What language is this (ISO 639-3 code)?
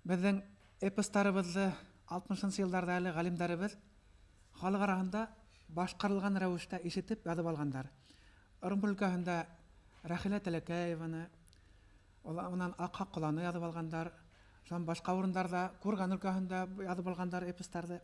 bak